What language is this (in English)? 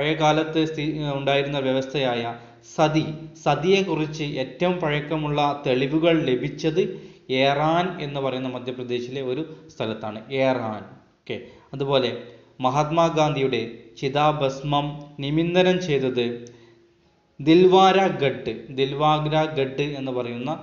Malayalam